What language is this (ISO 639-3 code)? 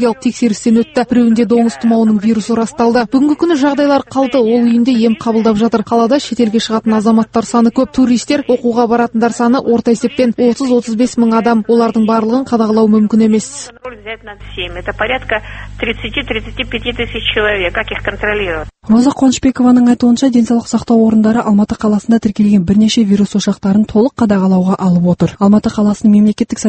kaz